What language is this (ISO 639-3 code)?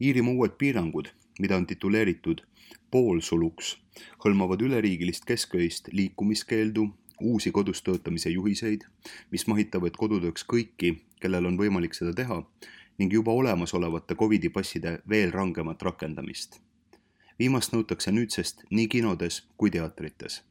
est